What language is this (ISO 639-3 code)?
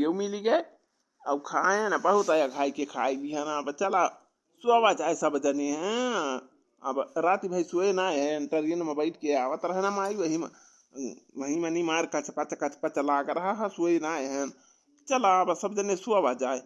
awa